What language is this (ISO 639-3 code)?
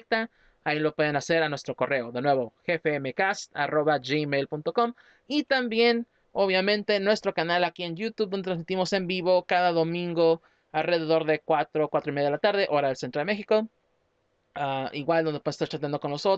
spa